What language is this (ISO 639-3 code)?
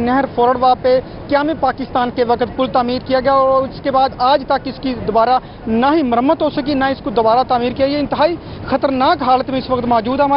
urd